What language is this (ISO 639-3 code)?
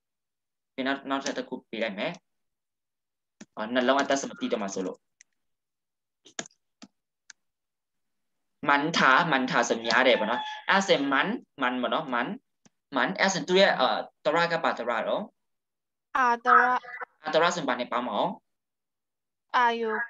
mya